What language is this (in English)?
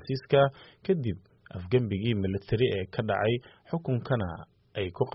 Somali